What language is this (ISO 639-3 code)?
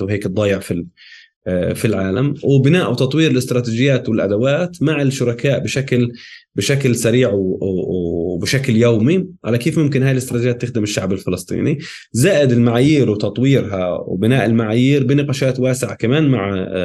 apc